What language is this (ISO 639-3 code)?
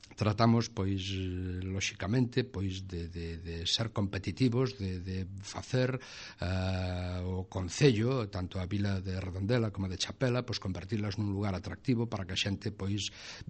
glg